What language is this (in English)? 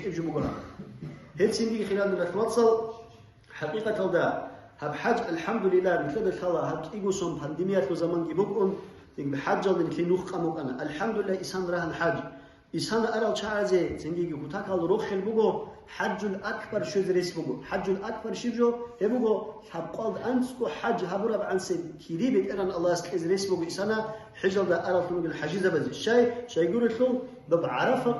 Avaric